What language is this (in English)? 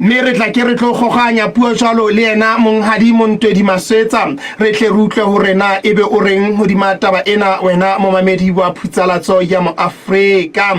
Southern Sotho